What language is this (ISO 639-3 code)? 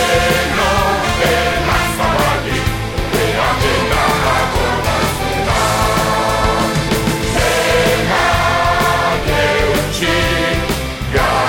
eus